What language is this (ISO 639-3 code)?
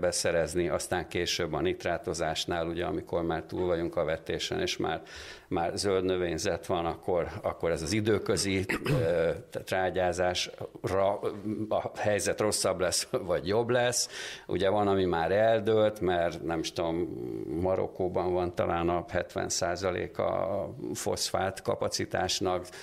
hun